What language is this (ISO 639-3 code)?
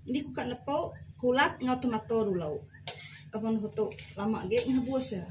iba